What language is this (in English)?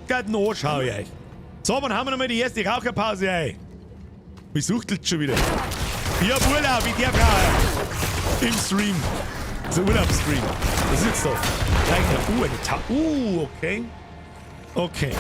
Bavarian